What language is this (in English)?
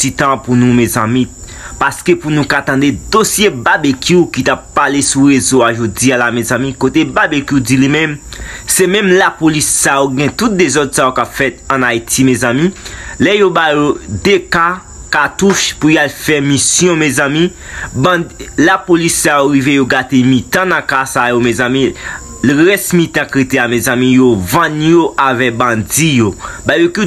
Haitian Creole